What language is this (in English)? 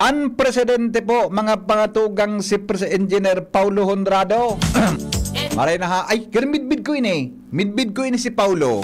Bikol